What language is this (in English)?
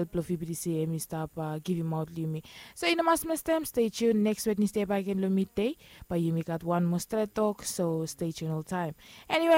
Bislama